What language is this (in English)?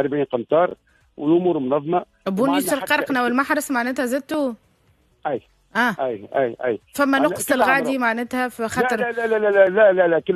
Tunisian Arabic